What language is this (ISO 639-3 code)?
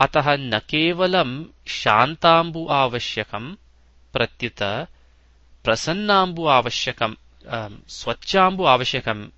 san